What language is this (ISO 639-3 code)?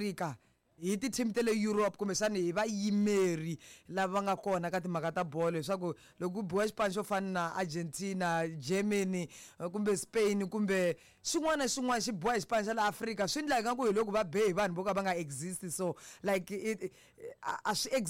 tso